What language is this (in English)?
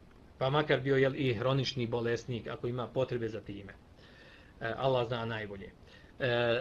Bosnian